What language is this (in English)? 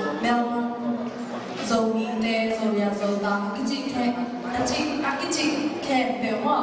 Tedim Chin